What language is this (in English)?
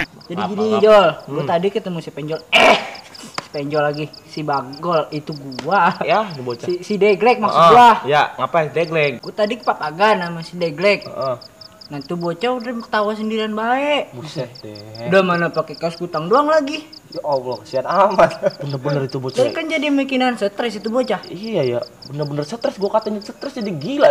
Betawi